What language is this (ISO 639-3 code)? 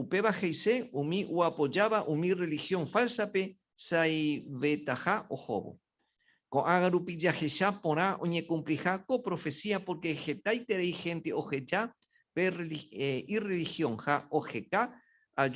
grn